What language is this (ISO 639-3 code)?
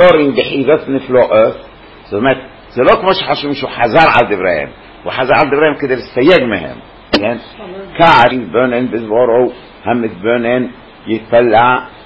heb